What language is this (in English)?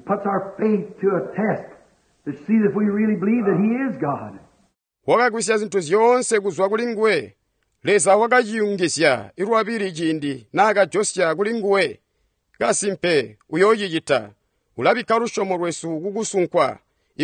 Tonga (Zambia)